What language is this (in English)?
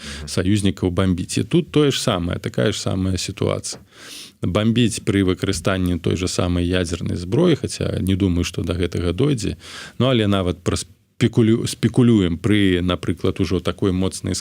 Belarusian